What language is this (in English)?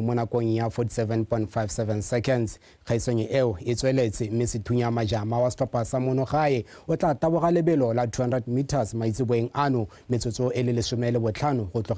Tswana